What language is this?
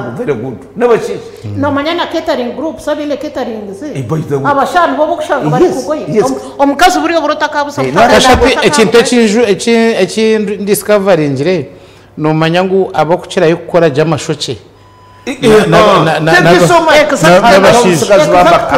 Nyankole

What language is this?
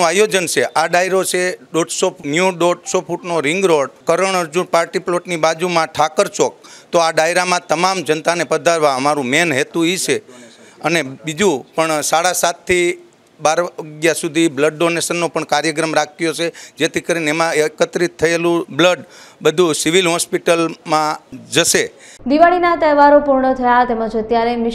Gujarati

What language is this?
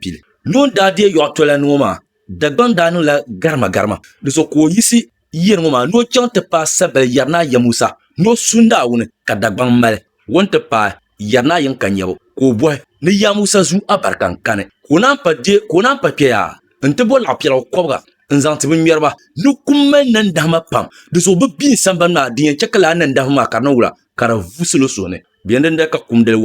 Dagbani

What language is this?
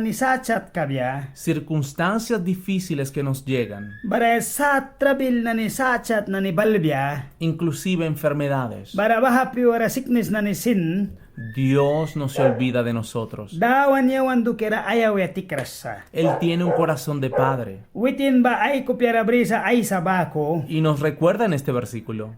Mískito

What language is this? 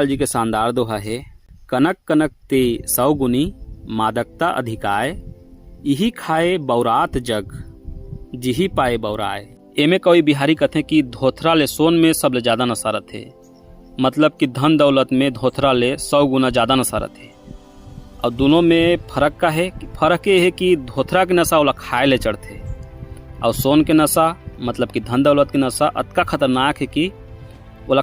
Chhattisgarhi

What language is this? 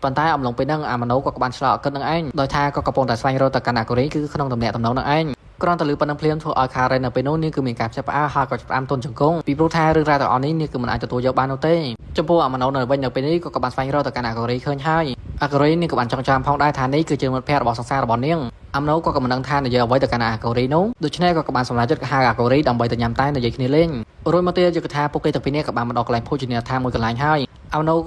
Khmer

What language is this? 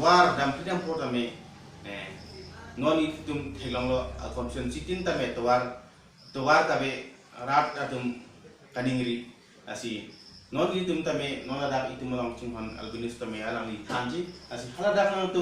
Karbi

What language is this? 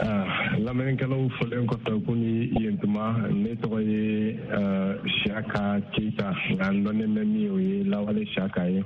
Bambara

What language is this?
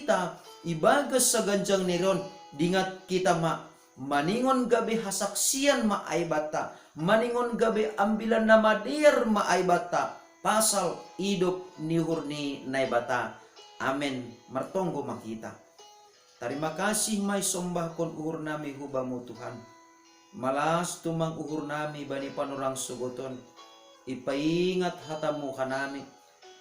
Batak Simalungun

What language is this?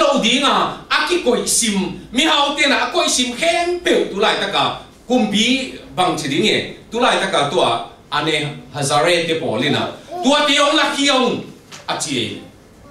Tedim Chin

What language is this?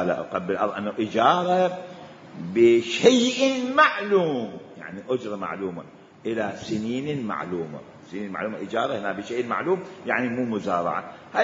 Mesopotamian Arabic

